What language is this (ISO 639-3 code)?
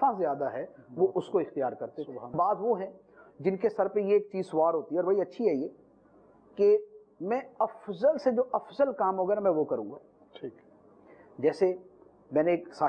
urd